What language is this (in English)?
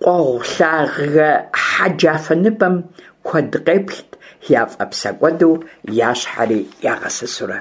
Kabardian